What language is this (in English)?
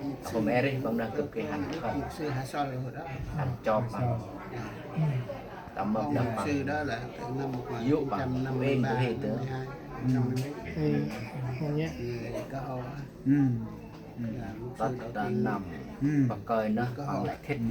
Central Mnong